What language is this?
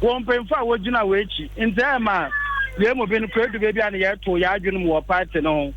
Akan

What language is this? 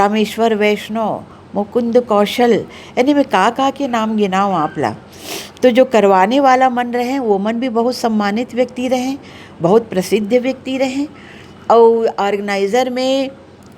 Chhattisgarhi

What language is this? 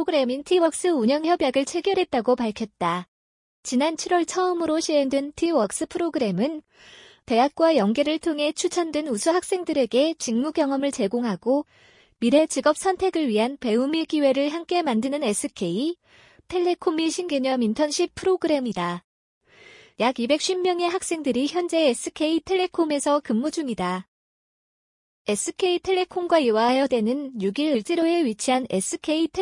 Korean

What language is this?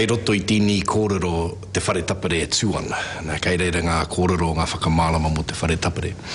Māori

